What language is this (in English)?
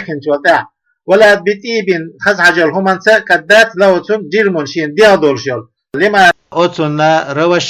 Chechen